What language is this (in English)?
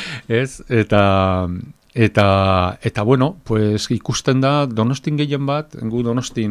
Basque